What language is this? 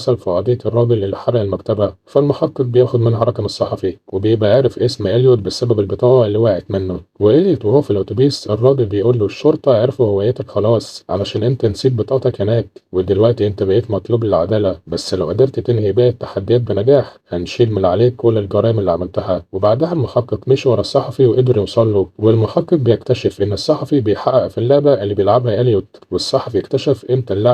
Egyptian Arabic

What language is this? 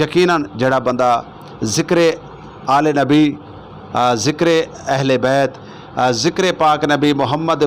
Saraiki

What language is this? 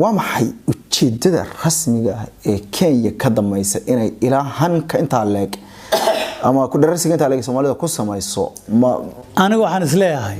Somali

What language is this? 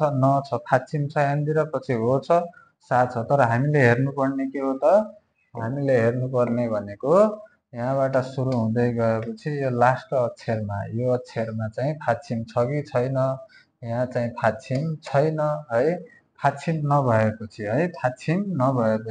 Nepali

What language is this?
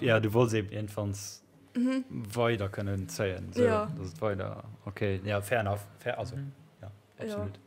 Luxembourgish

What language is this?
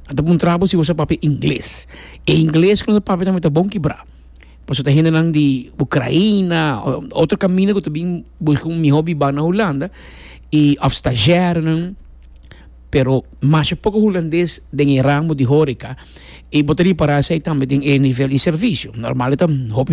Papiamento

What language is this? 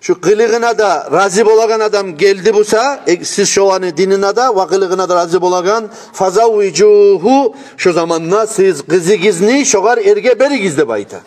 Kumyk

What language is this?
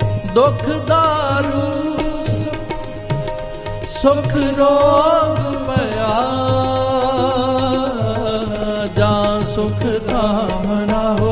Punjabi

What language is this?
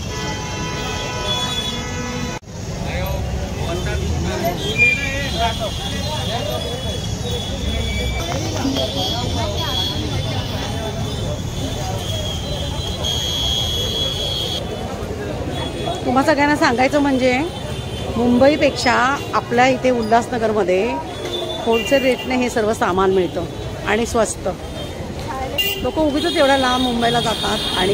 Marathi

